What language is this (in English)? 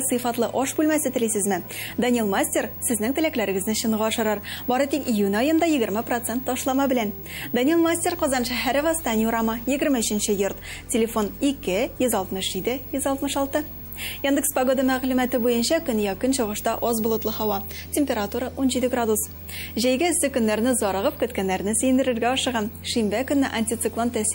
Tatar